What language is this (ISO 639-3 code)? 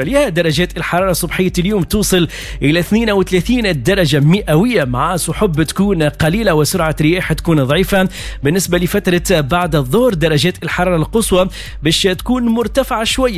aeb